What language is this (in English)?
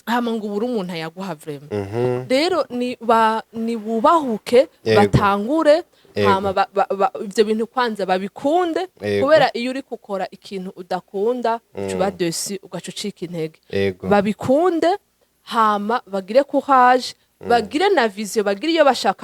Rundi